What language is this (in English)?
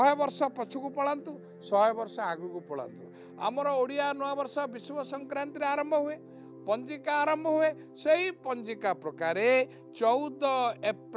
Odia